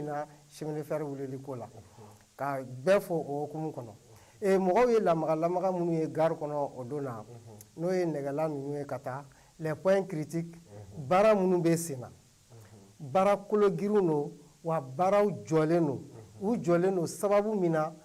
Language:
Bambara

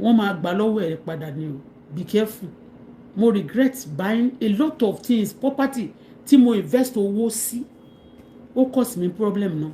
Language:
Yoruba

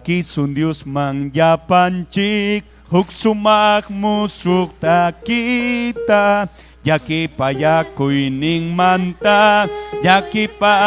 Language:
Ayacucho Quechua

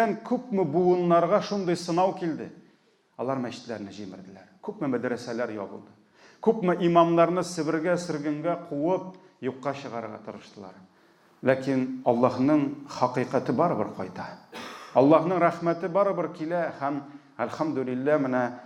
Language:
Tatar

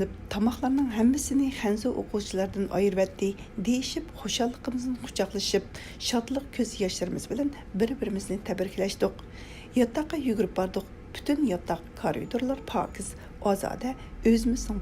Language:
Uyghur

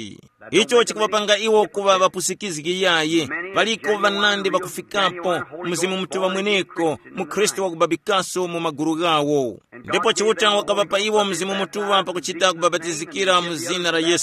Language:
Tumbuka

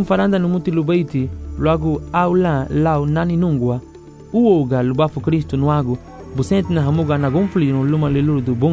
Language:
Garifuna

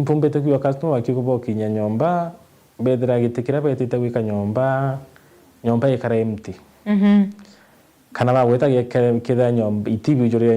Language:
Meru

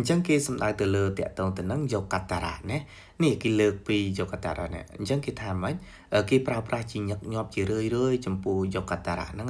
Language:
Khmer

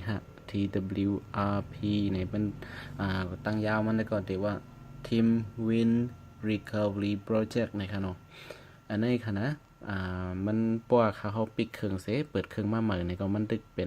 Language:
Shan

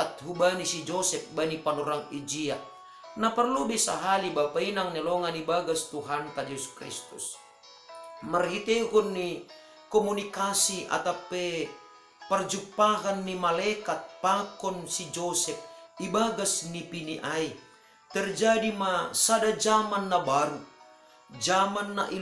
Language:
Batak Simalungun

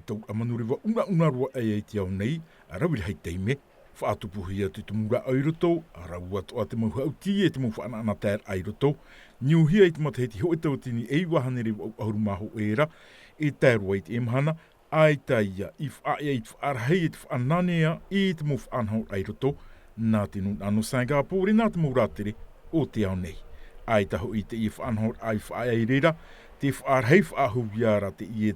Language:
Tahitian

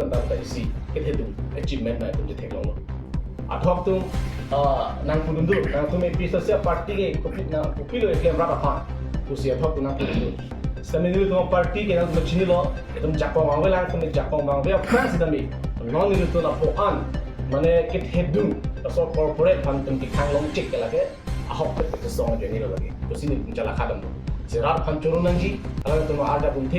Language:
Karbi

